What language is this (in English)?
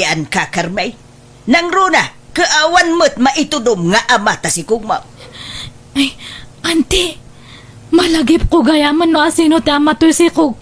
Iloko